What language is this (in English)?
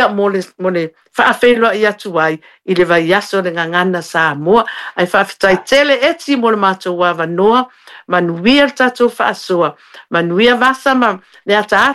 Samoan